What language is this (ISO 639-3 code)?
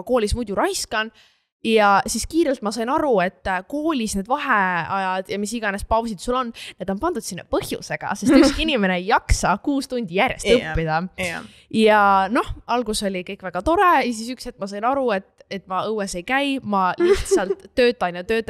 est